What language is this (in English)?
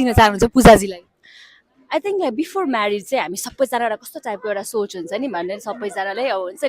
Nepali